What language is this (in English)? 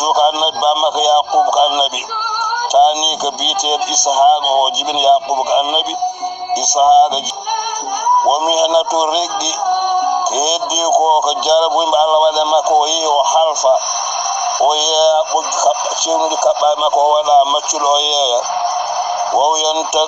Fula